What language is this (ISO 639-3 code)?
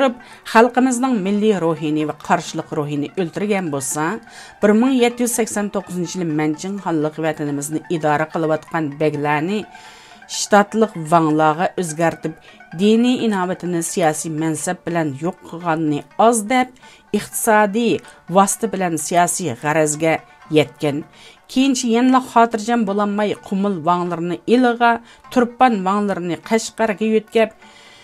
uig